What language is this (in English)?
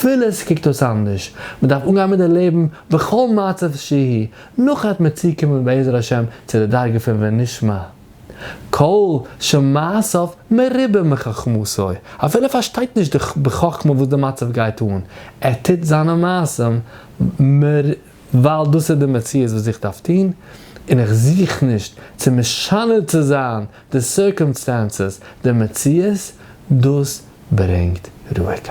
Yiddish